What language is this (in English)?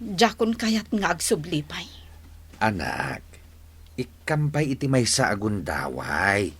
Iloko